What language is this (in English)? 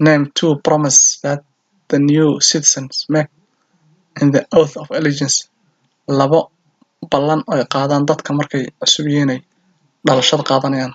Somali